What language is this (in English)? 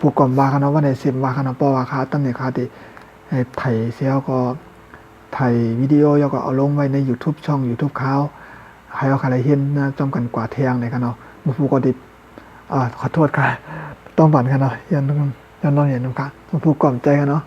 Shan